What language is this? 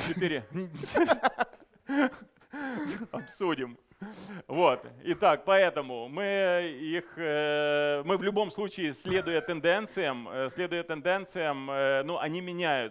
Russian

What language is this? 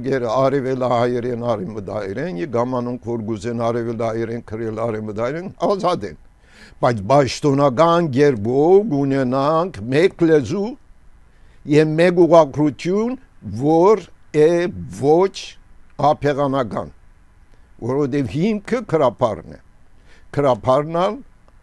Armenian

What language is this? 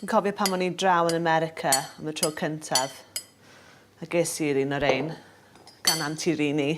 Welsh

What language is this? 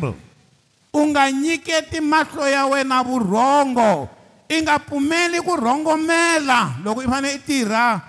Tsonga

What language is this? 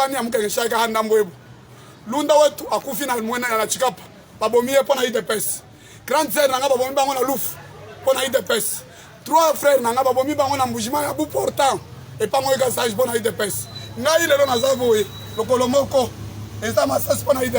Lingala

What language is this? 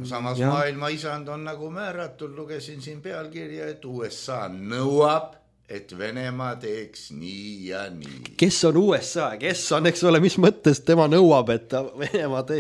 Estonian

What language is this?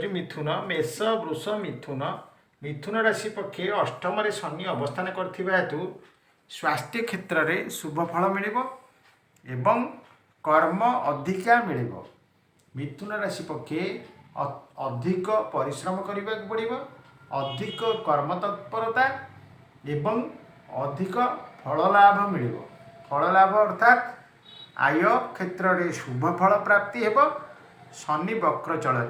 Odia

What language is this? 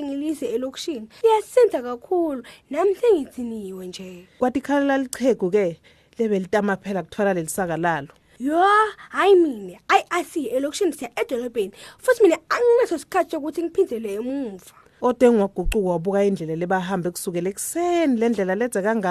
Swati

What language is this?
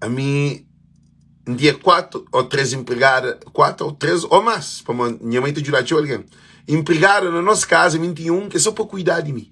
Kabuverdianu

